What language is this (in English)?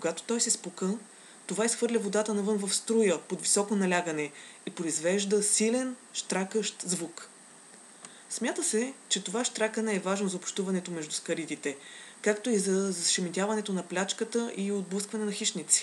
Bulgarian